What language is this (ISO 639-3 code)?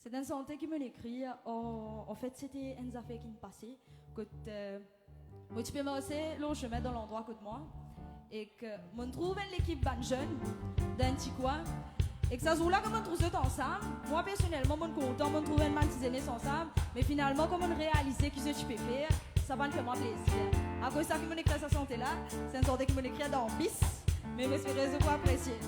mfe